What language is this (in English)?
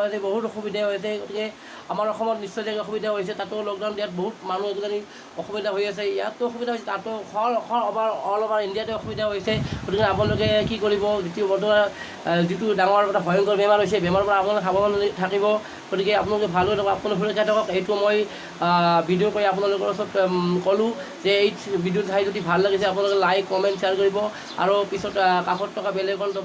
Assamese